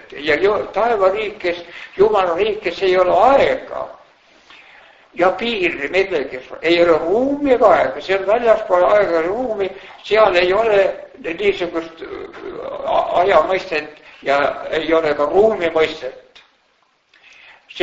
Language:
Estonian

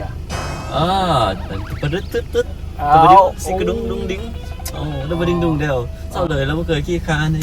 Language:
Northeastern Thai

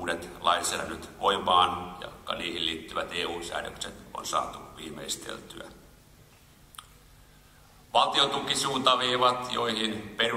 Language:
Finnish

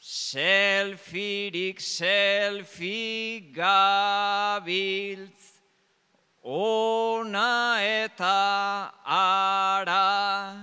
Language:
Basque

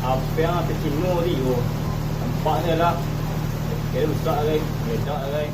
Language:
Minangkabau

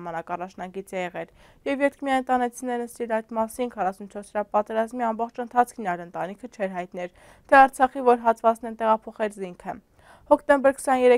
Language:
Armenian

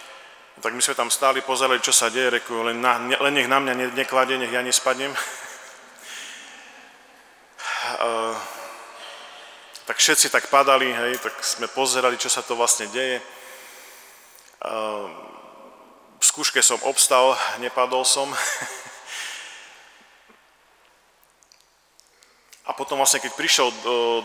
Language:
Slovak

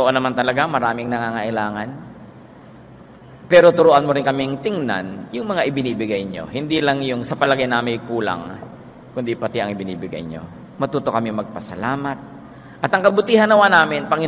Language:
Filipino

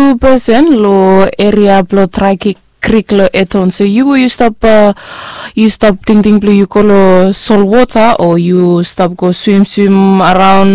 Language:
Bislama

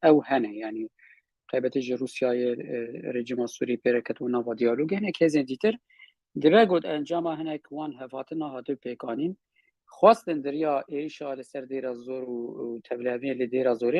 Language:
Kurdish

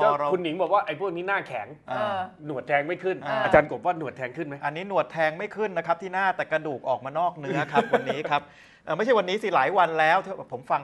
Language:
Thai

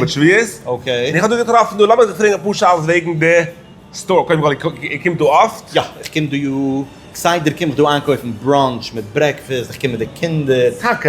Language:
Yiddish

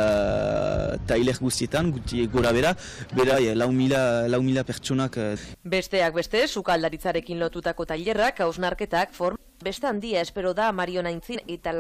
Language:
Basque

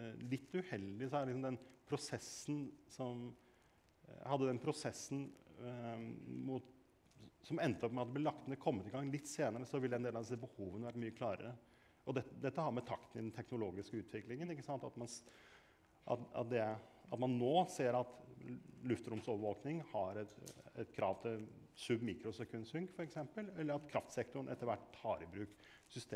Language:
Norwegian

